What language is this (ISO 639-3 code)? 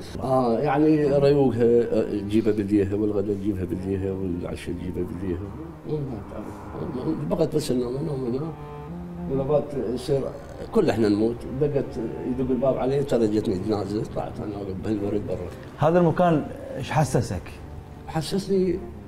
acm